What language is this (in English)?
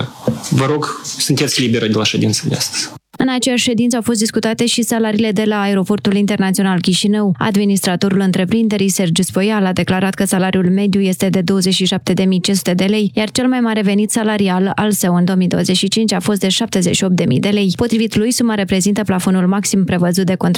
Romanian